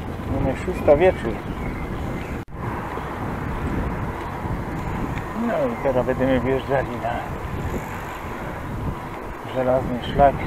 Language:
Polish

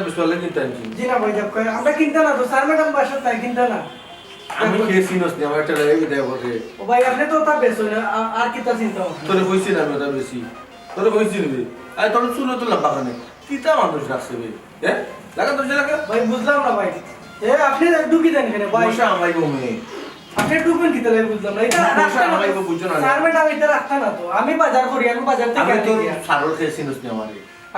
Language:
Sylheti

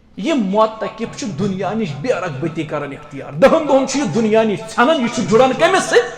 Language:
Kashmiri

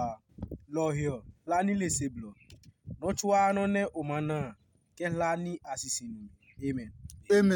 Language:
Adangme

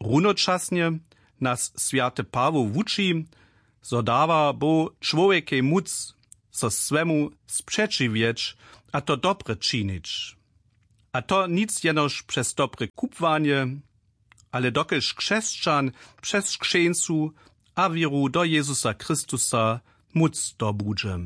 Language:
Upper Sorbian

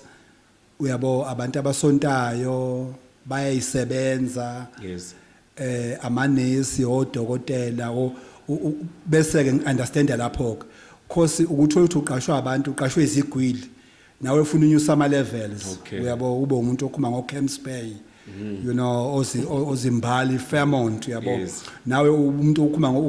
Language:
Zulu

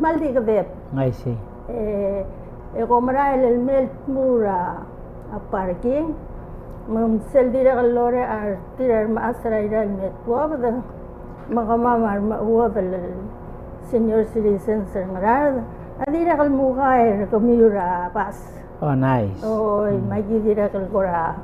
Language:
Palauan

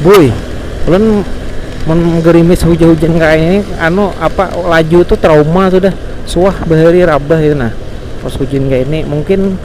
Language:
Banjar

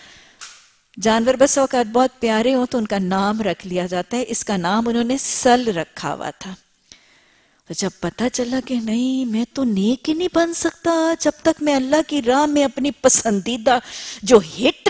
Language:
Urdu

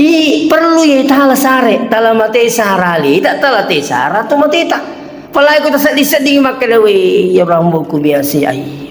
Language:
Buginese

